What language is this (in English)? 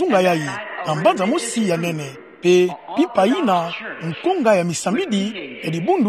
Kituba (Democratic Republic of Congo)